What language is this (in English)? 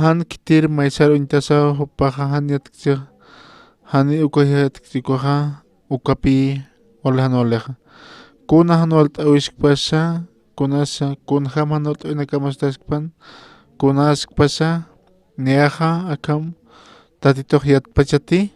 Aymara